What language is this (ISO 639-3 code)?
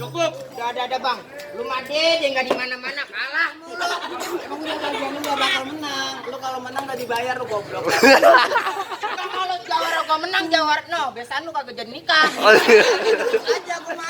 bew